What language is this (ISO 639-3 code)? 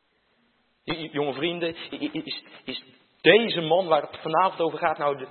nld